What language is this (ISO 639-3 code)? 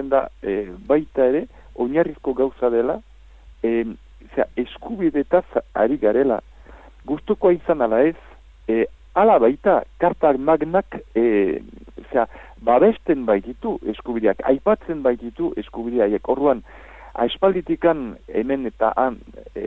eus